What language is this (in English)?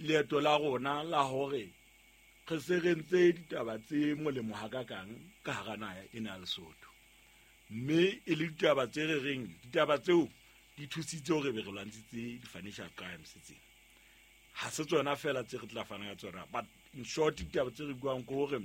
Southern Sotho